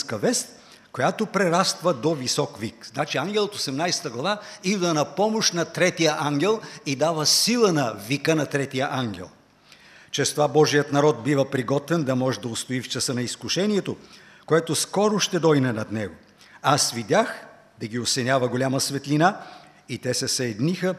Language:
Bulgarian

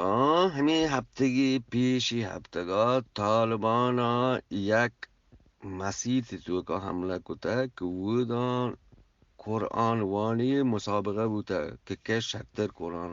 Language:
Eastern Balochi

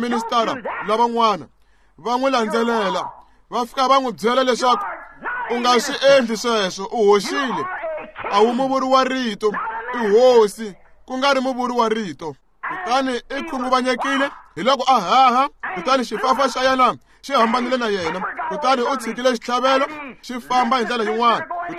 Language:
Tsonga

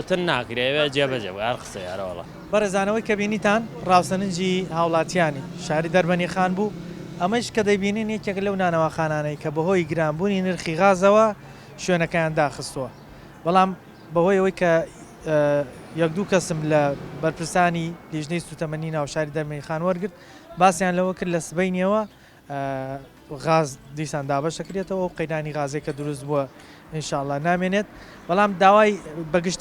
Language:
Central Kurdish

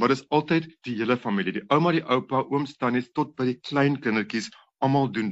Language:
Afrikaans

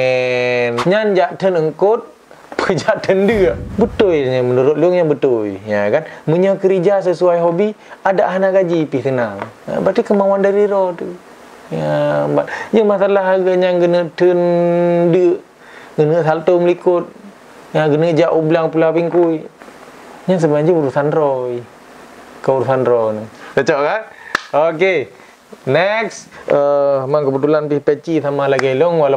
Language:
Achinese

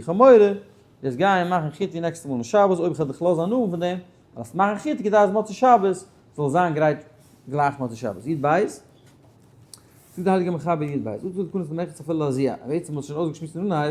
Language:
Yiddish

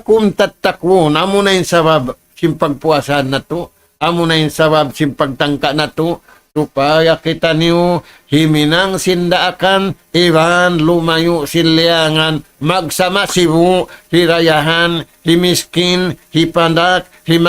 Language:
Tausug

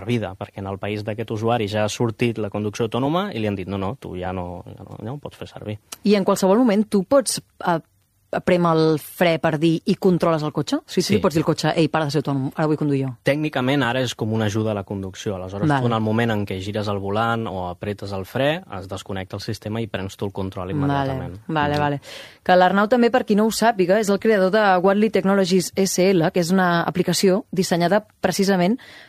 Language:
Catalan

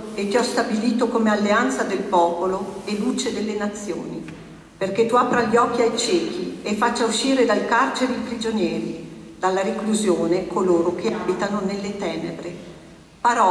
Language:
Italian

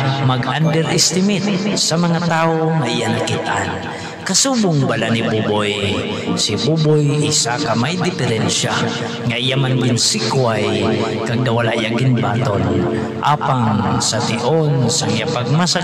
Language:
Hiligaynon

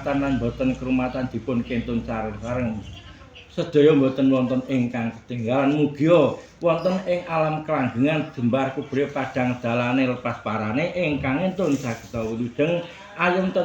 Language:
Javanese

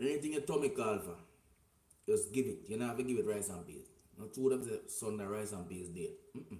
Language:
Jamaican Creole English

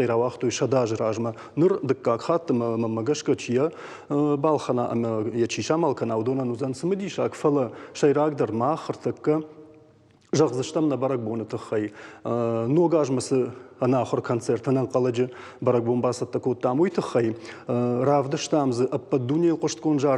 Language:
Ossetic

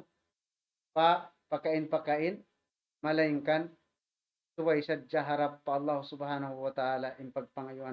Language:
Tausug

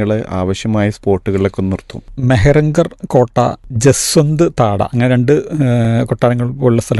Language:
Malayalam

